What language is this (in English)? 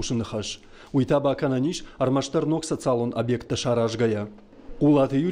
Ossetic